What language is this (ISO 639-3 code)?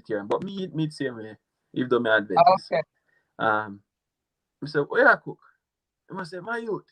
jam